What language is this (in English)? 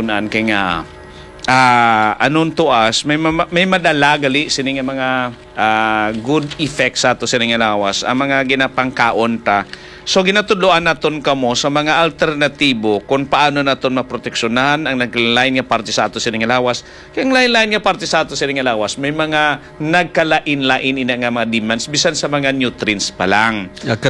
Hiligaynon